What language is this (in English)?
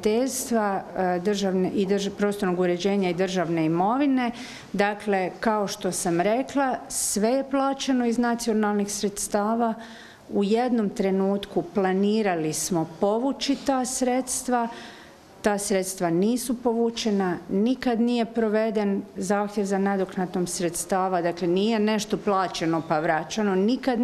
Croatian